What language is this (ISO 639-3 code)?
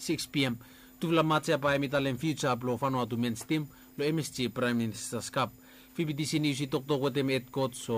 bis